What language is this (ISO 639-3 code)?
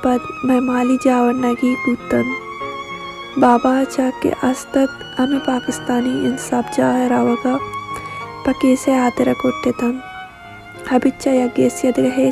bal